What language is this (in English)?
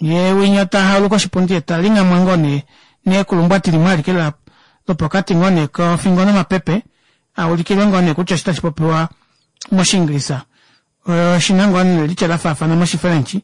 Kuanyama